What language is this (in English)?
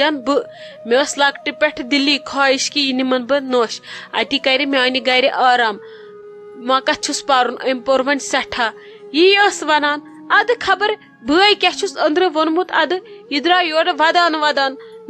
Kashmiri